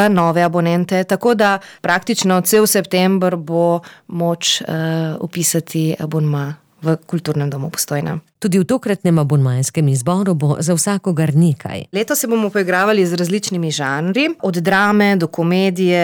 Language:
Slovenian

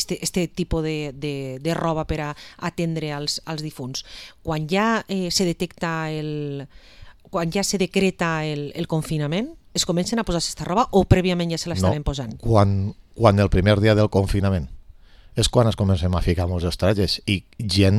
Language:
Catalan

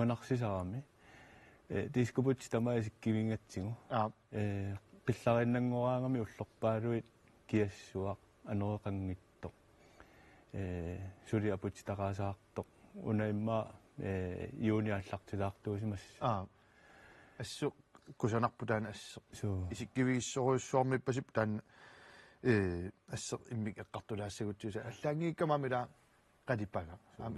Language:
Kalaallisut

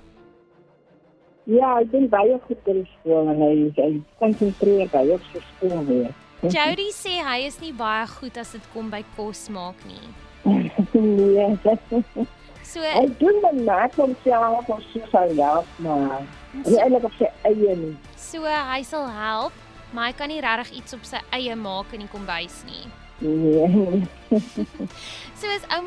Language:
Afrikaans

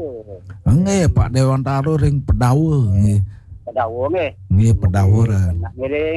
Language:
Balinese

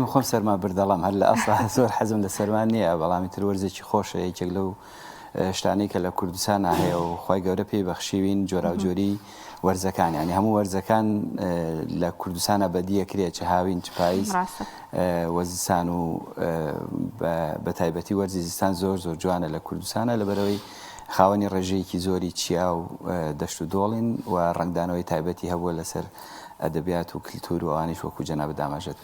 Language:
Central Kurdish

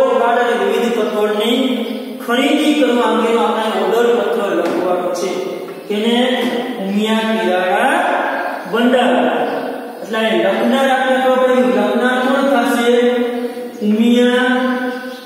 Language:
Gujarati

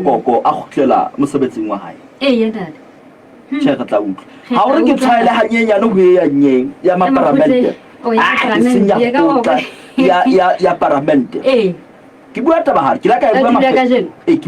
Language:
Southern Sotho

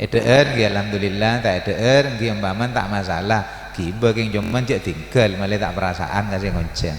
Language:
Madurese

